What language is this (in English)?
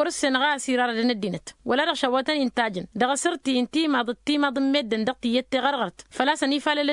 Tamasheq